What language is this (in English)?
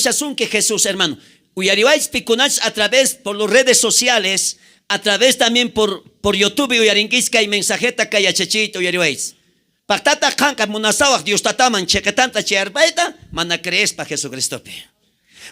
South Bolivian Quechua